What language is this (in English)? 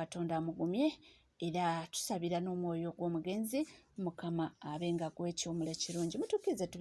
Ganda